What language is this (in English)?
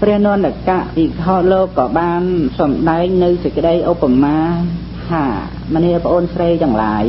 Khmer